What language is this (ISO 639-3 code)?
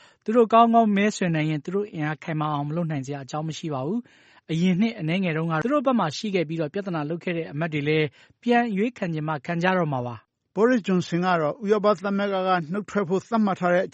mya